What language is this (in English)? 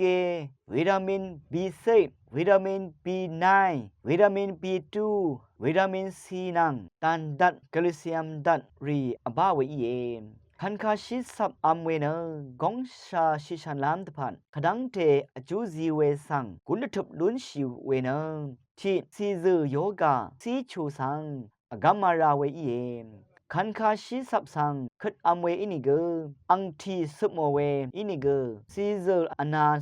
Rawang